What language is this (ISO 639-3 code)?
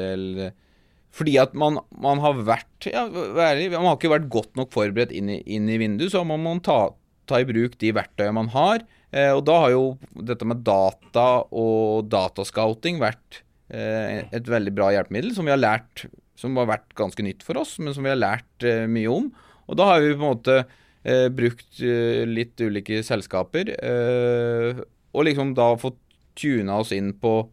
nor